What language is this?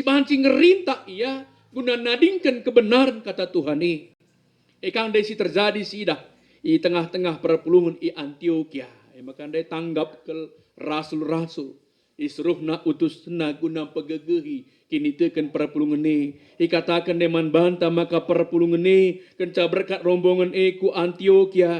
Batak Karo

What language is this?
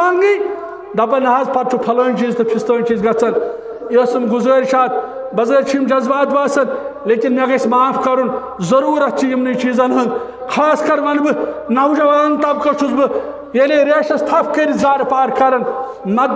Kashmiri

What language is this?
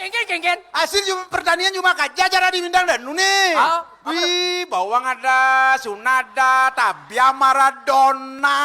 Balinese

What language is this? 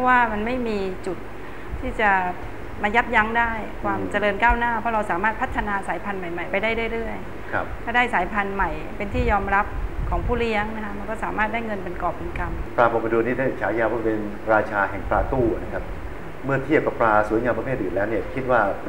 Thai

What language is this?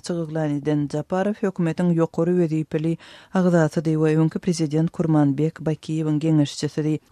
Turkmen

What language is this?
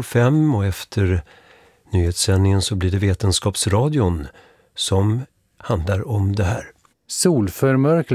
Swedish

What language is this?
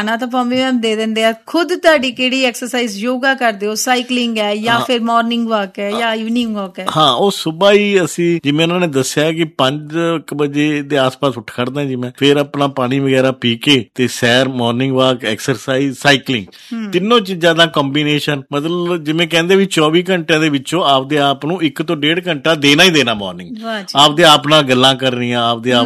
Punjabi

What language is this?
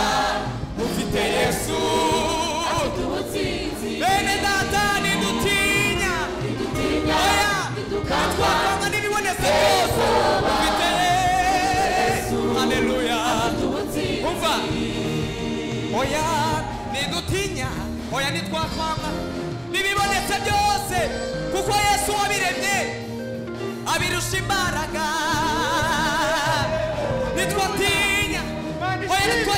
Kinyarwanda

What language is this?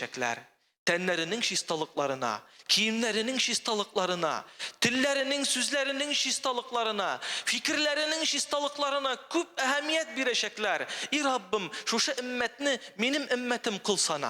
Tatar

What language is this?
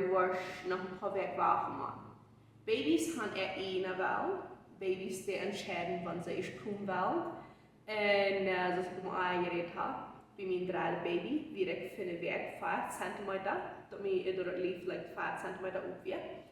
Plautdietsch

